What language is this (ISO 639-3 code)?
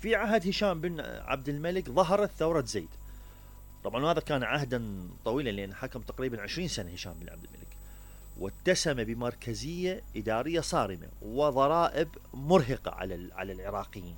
acm